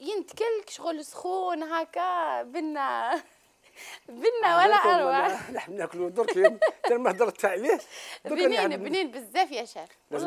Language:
Algerian Arabic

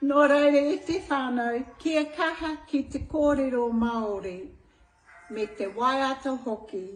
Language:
Māori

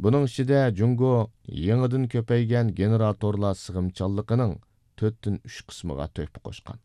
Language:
Uyghur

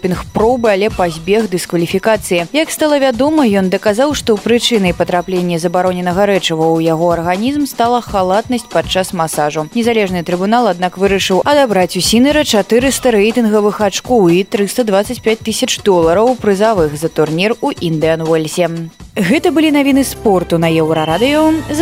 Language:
Belarusian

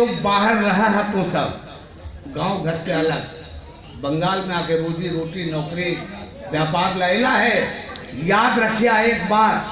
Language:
Magahi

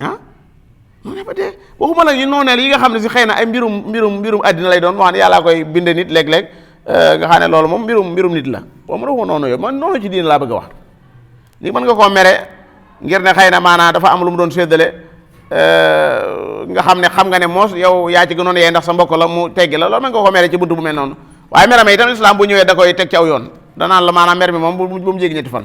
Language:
Wolof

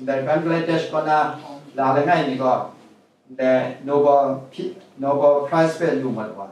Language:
Kachin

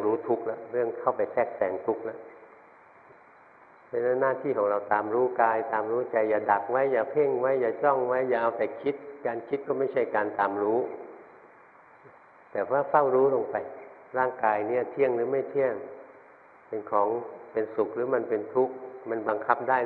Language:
Thai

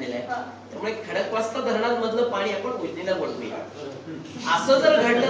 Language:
Marathi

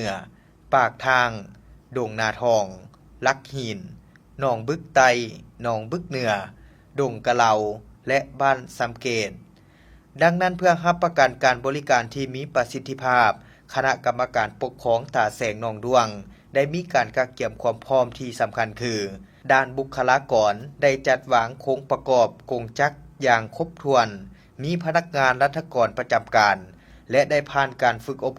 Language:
Lao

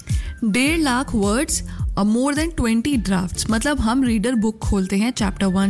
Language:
Hindi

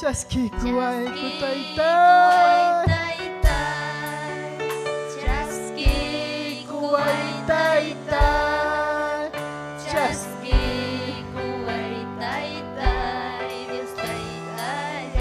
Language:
Ayacucho Quechua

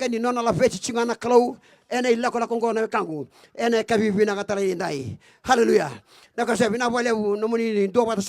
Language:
Fijian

